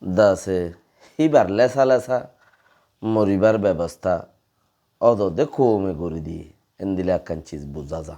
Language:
Rohingya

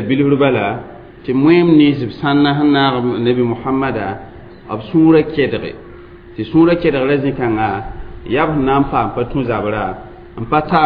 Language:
Mossi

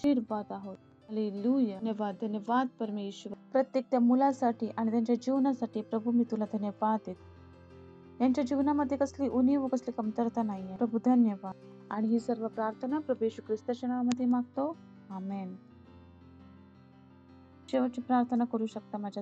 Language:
Marathi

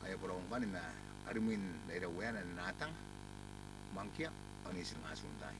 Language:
Gilbertese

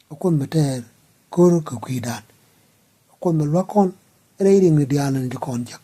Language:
Nuer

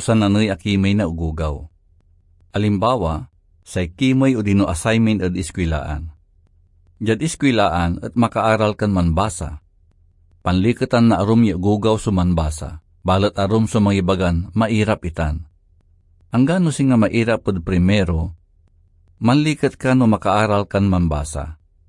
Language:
Pangasinan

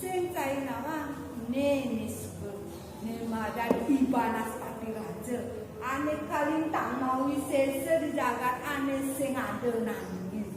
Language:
Balinese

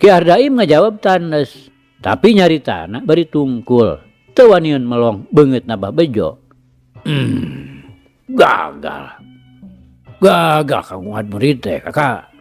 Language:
Sundanese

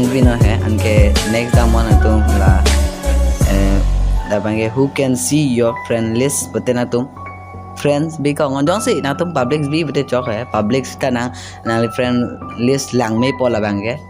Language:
Karbi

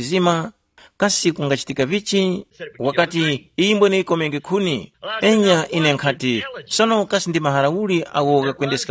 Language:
Tumbuka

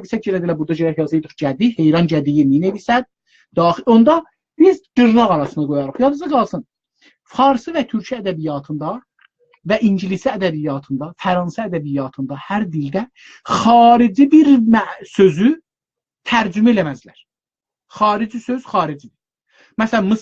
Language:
South Azerbaijani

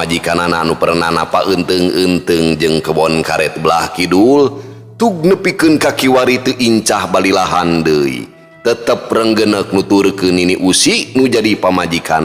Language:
Sundanese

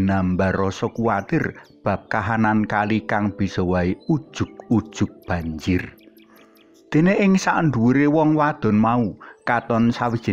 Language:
Javanese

